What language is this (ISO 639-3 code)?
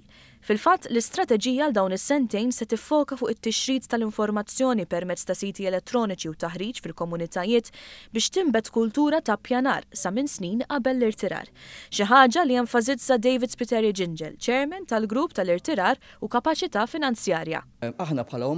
mlt